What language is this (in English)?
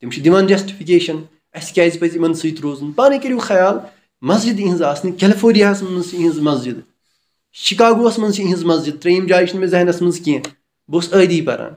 Kashmiri